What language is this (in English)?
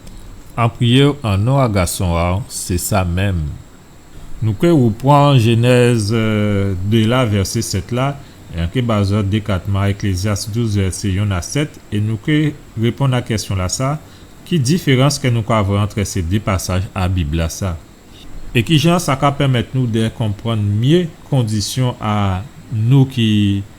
Guadeloupean Creole French